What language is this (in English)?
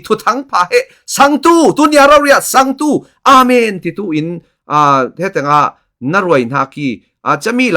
Falam Chin